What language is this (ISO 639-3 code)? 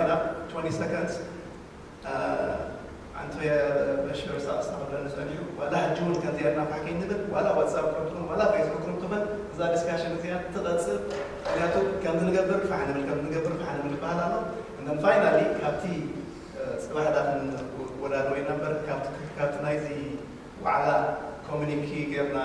tir